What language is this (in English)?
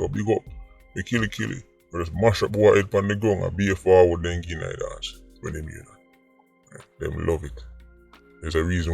Jamaican Creole English